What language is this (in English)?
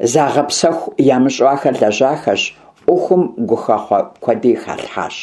Kabardian